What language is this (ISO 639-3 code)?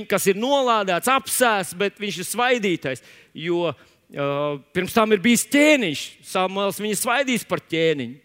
lav